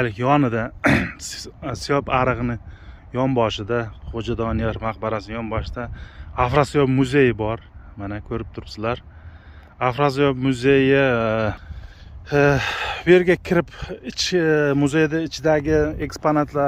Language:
Uzbek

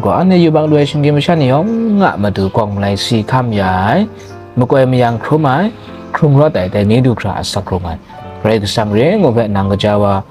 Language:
Kachin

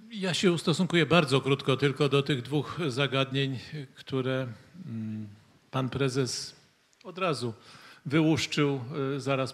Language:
Polish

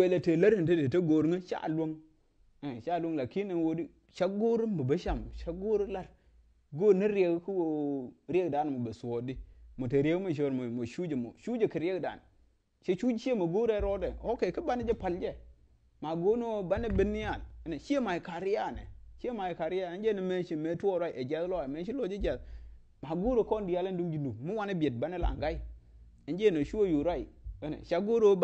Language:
Nuer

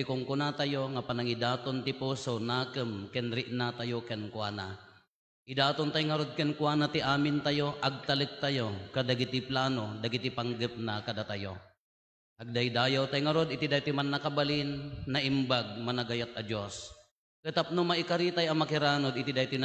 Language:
Iloko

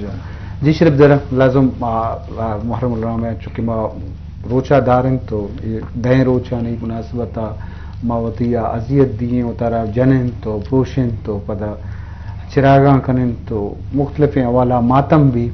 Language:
Eastern Balochi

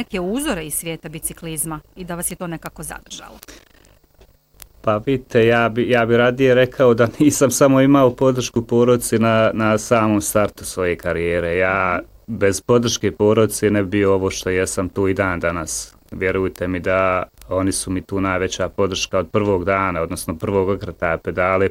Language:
Bosnian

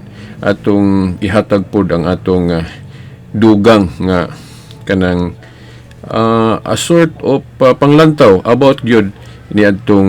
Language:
Cebuano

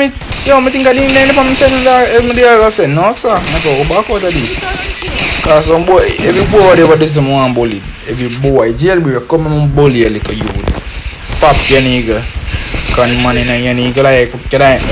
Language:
Jamaican Creole English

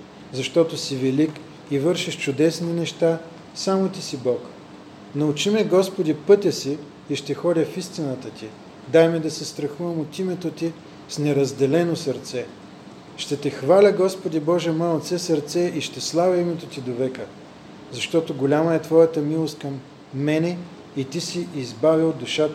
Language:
Bulgarian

